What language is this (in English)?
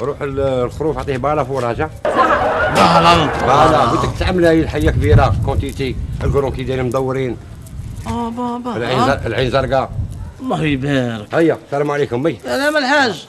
Algerian Arabic